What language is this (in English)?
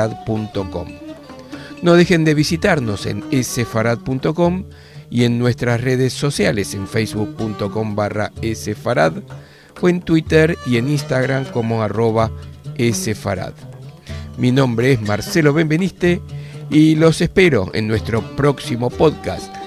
Ladino